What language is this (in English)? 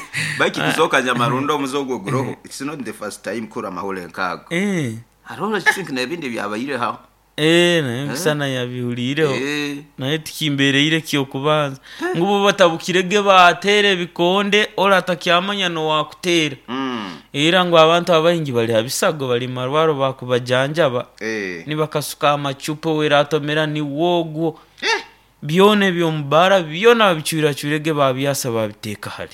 Nyoro